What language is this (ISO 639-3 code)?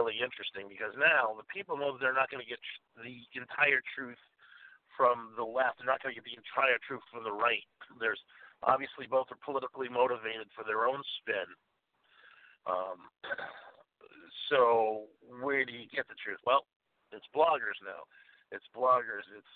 eng